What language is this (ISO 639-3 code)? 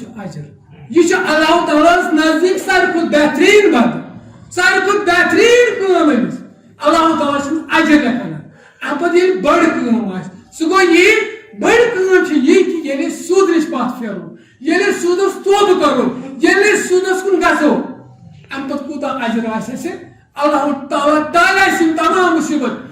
kas